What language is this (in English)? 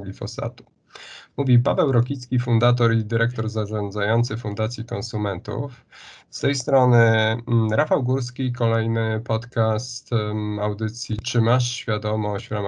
Polish